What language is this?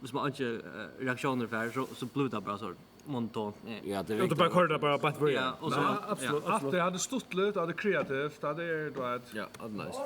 Faroese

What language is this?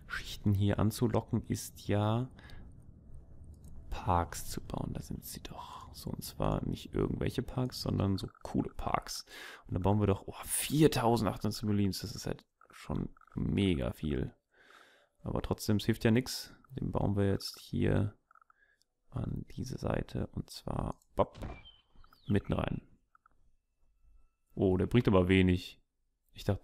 German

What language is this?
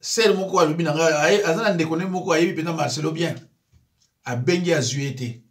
Lingala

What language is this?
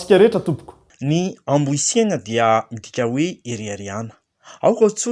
Malagasy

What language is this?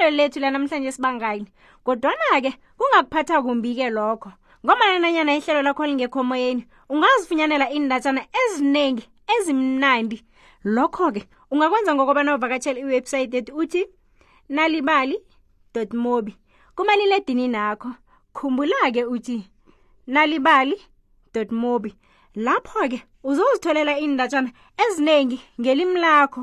South Ndebele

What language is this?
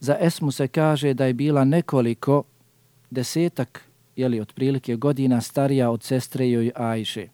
Bosnian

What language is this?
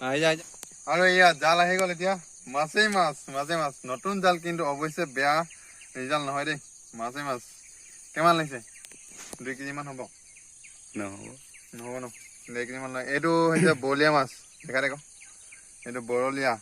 Assamese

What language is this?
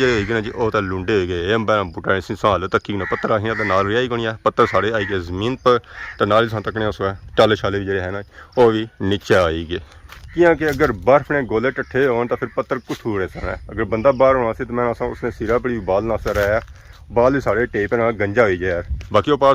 Pahari-Potwari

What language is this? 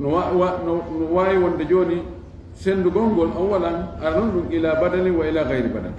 Fula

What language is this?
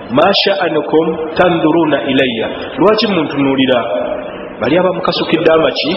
Ganda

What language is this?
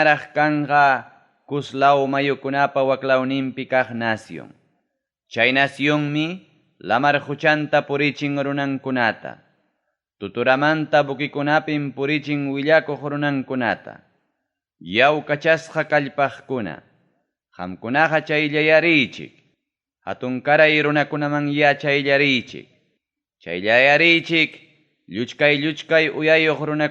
Ayacucho Quechua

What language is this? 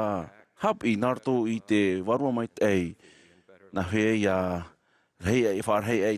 Tahitian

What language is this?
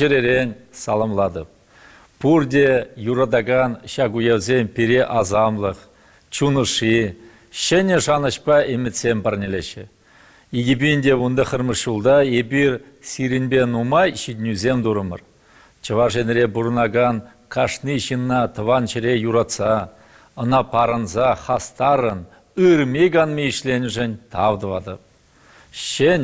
Chuvash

